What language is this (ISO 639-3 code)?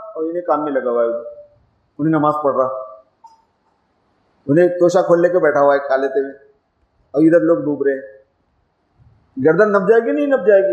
urd